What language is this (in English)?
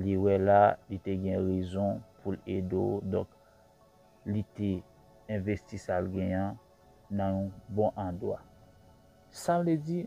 Haitian Creole